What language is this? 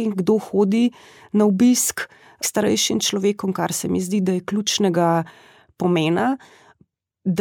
Slovenian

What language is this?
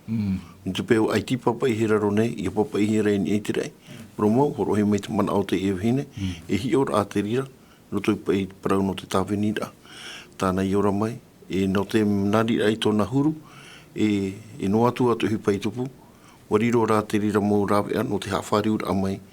Tahitian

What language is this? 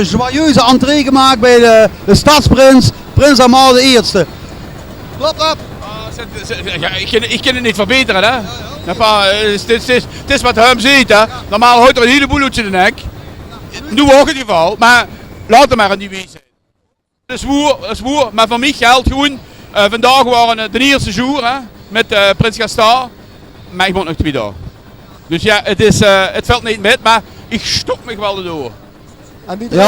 Limburgish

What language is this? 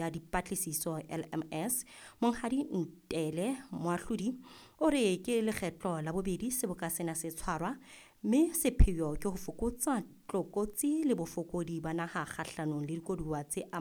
Southern Sotho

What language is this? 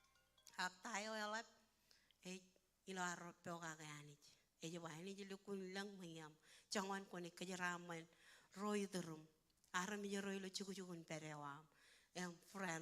Marshallese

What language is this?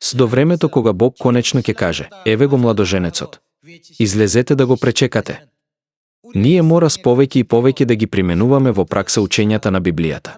Macedonian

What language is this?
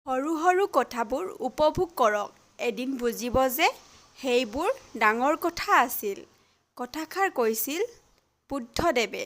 Assamese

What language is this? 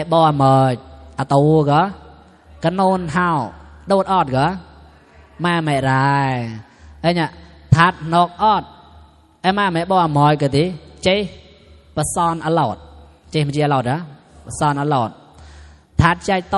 Mon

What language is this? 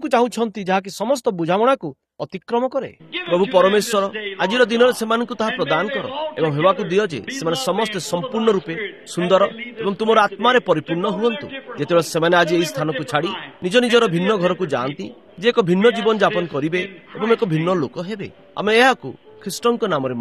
Odia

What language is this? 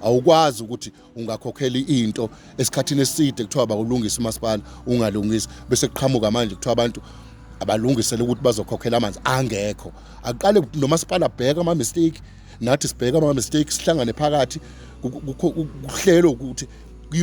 Zulu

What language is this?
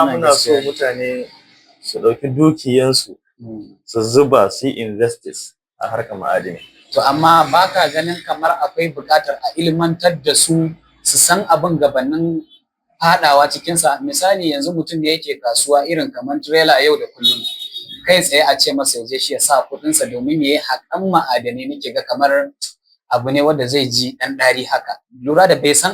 Hausa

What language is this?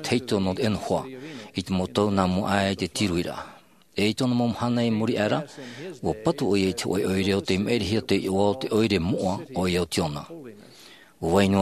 Tahitian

